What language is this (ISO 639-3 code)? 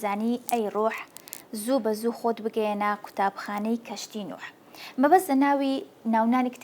ckb